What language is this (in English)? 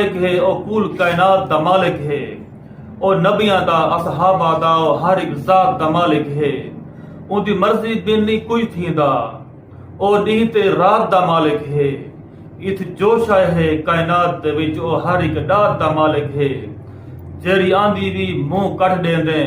Saraiki